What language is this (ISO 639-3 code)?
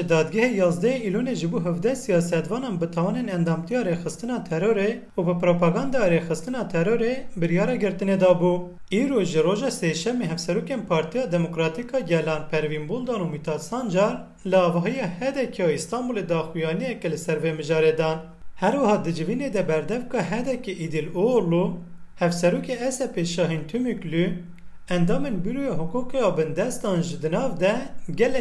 kur